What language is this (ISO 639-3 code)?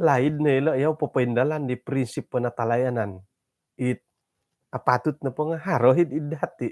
dtp